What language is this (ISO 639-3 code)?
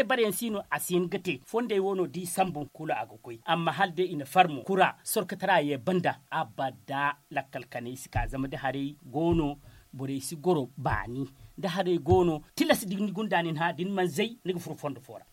dje